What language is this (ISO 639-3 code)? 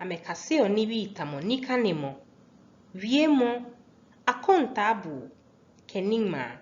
gaa